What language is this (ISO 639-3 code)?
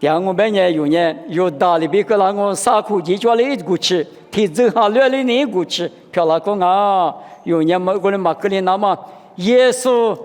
lis